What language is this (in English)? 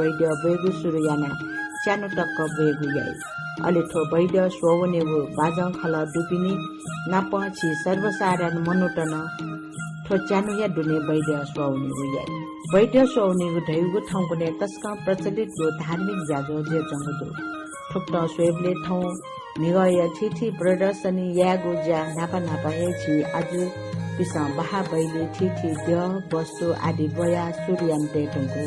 Newari